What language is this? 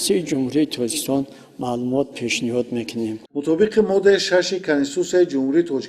Tajik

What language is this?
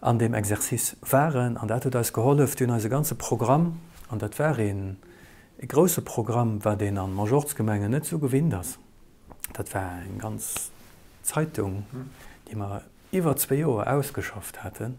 Luxembourgish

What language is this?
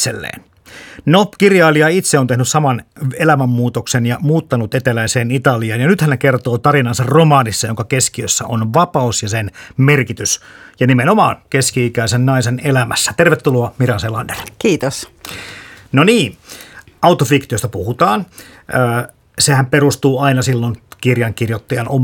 Finnish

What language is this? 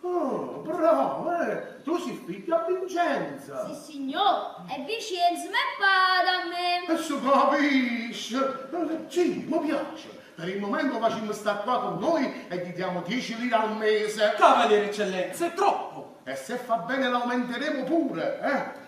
Neapolitan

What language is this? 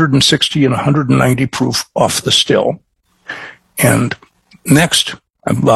English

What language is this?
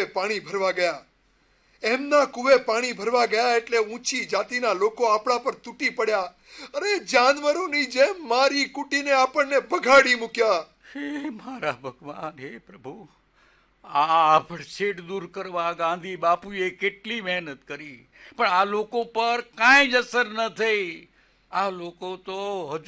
Gujarati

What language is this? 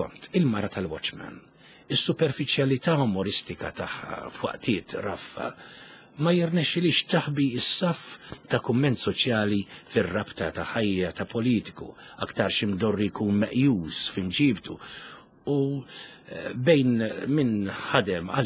Maltese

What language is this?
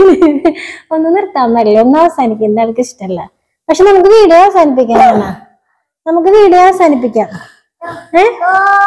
Malayalam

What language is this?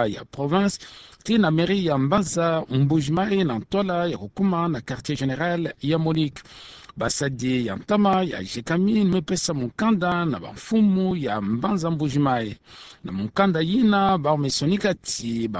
Kituba (Democratic Republic of Congo)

